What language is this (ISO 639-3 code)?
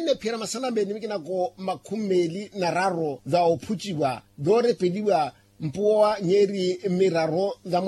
vmw